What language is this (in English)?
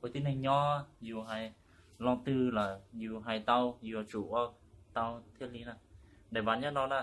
Hmong